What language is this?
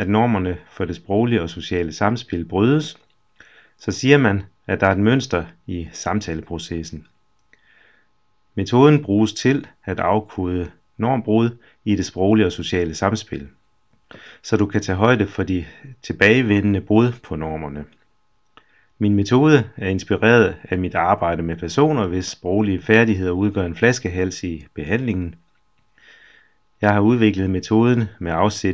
Danish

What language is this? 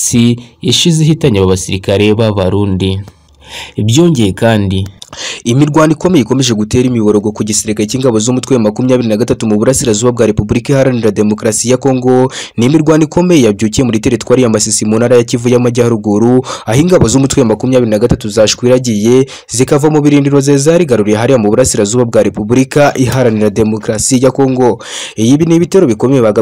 Kinyarwanda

